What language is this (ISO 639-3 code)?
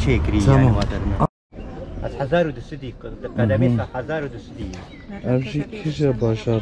kur